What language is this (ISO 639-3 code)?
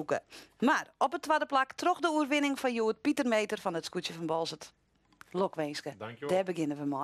fry